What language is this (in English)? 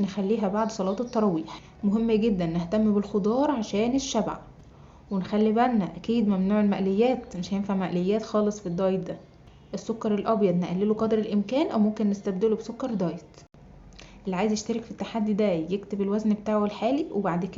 Egyptian Arabic